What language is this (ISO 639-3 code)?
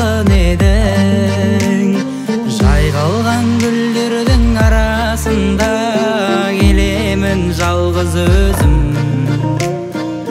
kaz